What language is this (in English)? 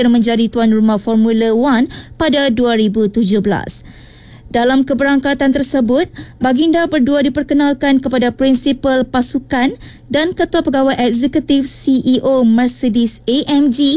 Malay